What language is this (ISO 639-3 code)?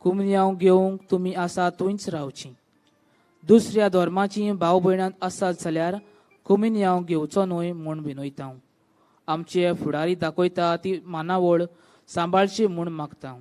kok